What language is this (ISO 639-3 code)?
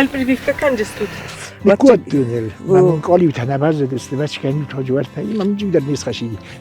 oss